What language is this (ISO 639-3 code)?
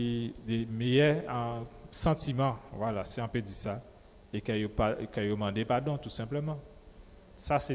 gcf